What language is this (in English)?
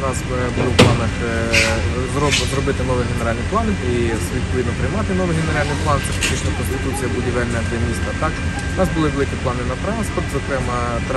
Ukrainian